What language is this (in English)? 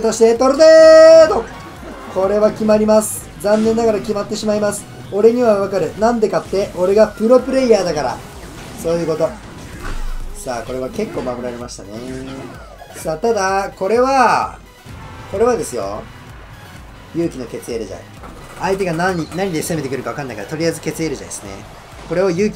Japanese